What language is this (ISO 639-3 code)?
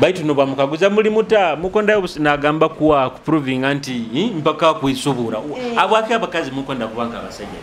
nyo